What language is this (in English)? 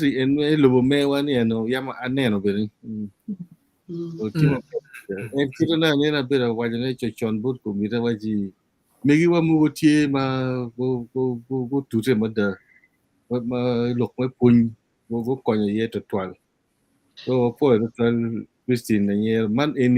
Acoli